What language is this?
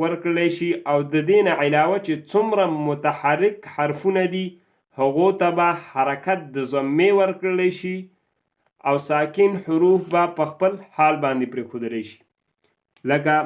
Pashto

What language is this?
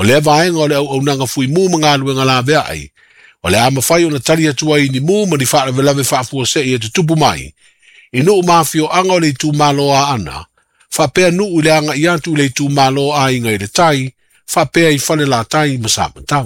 Samoan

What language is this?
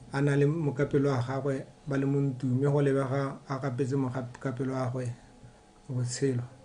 Tswana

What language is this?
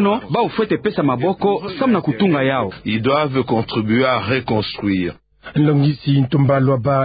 Kituba (Democratic Republic of Congo)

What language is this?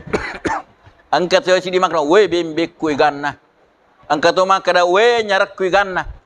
Buginese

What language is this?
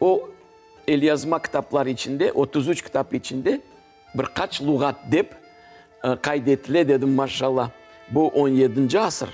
Crimean Tatar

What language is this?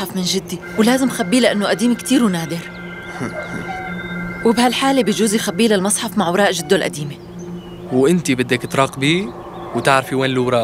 North Levantine Arabic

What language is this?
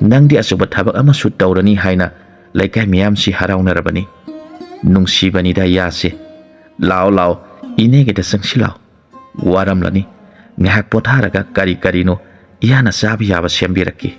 Manipuri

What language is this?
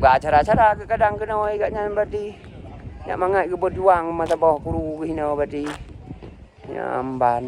Achinese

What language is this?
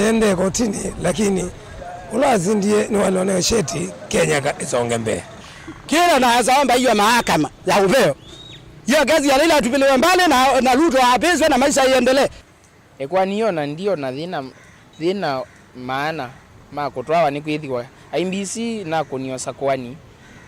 Kamba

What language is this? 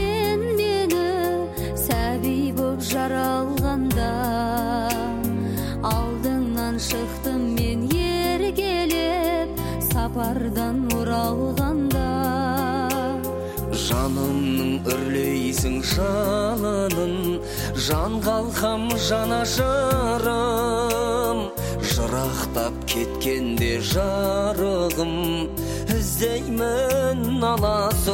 Kazakh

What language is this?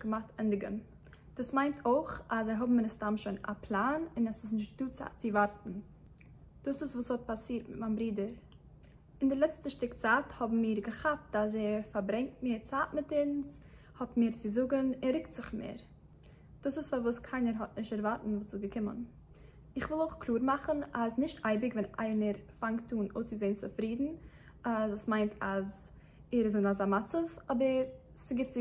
Yiddish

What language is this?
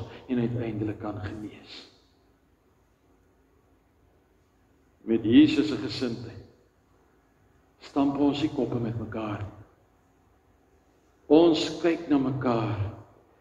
Afrikaans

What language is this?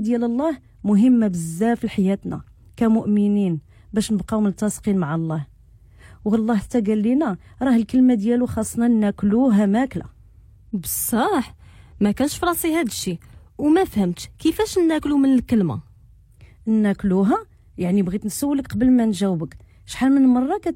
Moroccan Arabic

